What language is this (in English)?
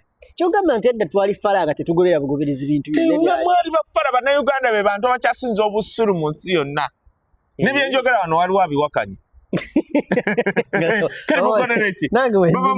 Ganda